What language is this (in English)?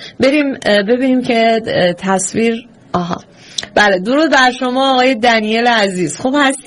Persian